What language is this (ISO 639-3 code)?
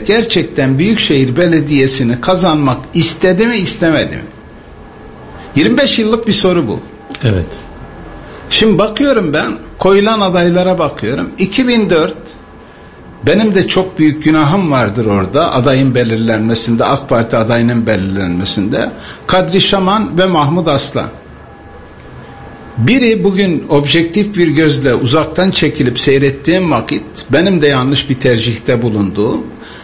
tur